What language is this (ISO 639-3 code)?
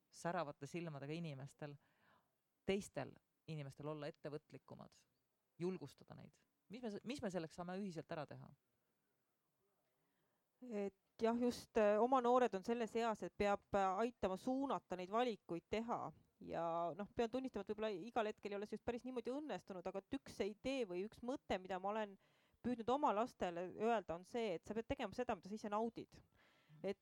est